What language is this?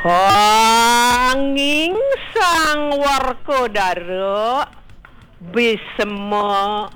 Balinese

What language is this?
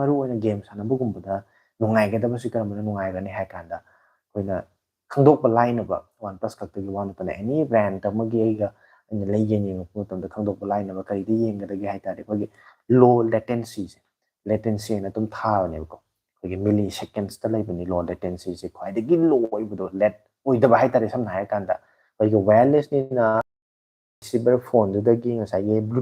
Manipuri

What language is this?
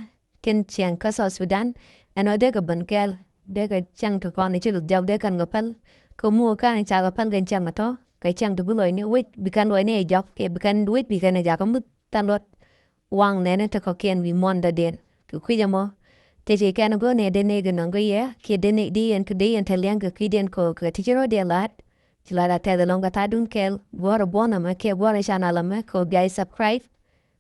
Nuer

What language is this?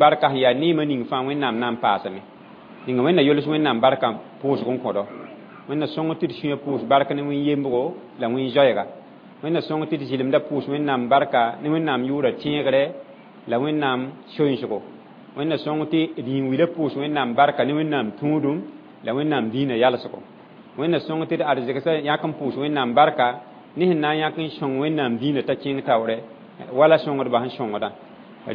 Mossi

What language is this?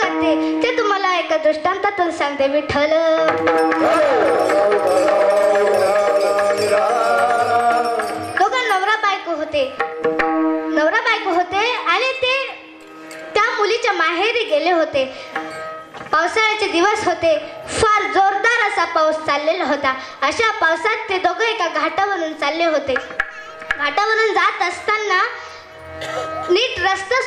Marathi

